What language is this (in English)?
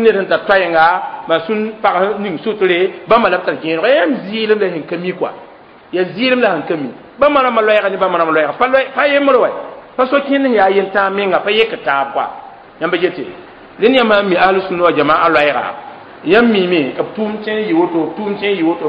Mossi